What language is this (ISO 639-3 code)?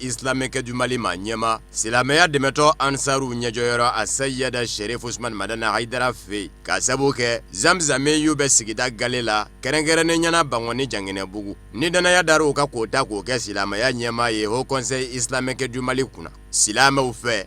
bam